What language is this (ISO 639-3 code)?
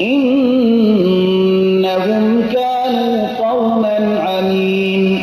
fas